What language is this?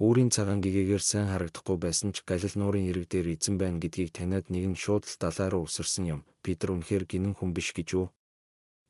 Mongolian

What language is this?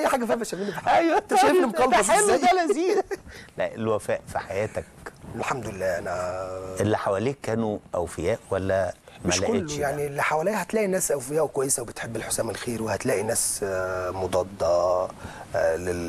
Egyptian Arabic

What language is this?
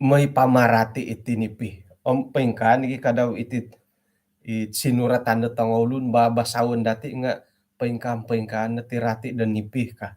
Central Dusun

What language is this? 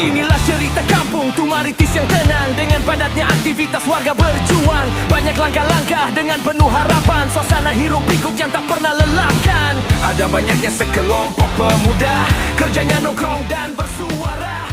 Betawi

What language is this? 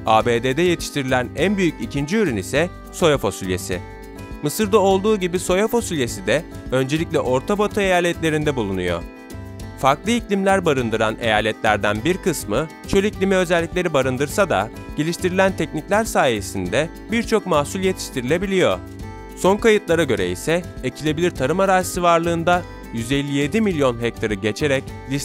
Turkish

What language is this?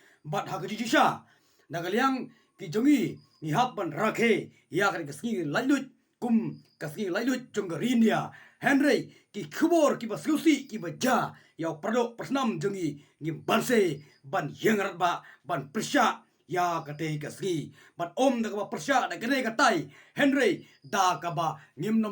Khasi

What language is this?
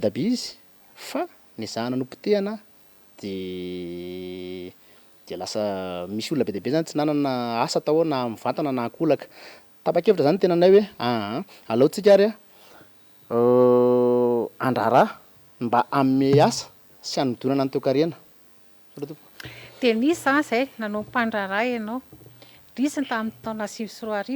Malagasy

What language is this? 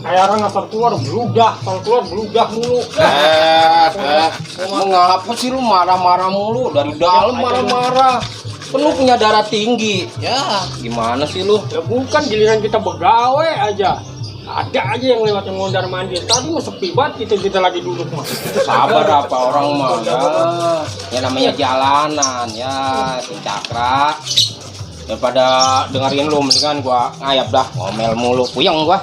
Betawi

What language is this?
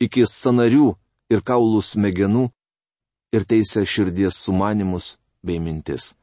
Lithuanian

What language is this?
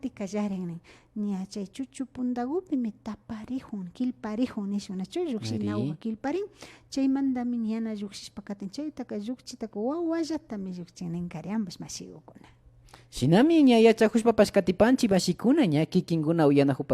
Imbabura Highland Quichua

